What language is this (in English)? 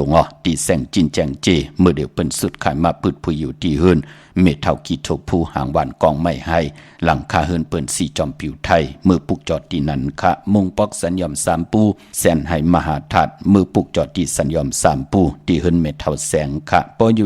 Shan